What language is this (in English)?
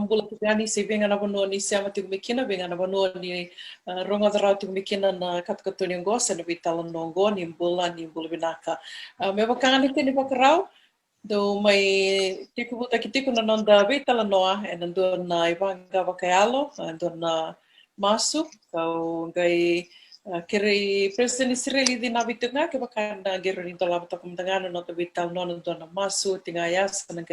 Fijian